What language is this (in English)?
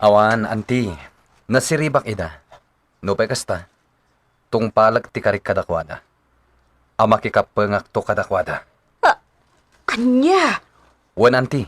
Iloko